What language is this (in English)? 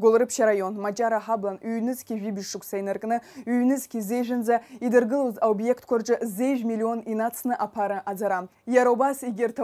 Abkhazian